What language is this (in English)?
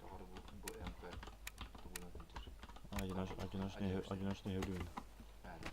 Yakut